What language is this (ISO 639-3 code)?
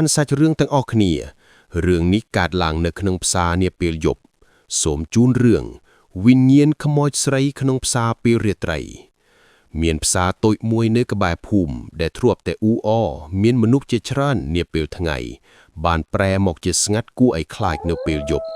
khm